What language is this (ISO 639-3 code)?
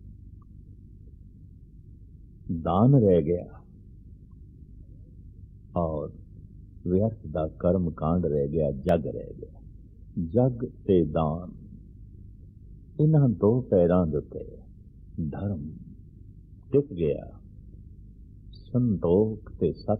pan